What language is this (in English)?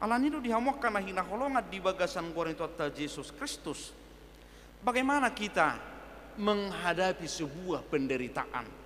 Batak Toba